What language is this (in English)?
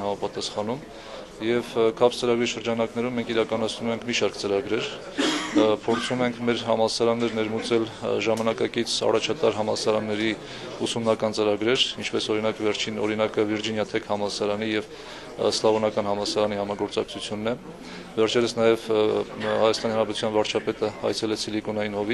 Armenian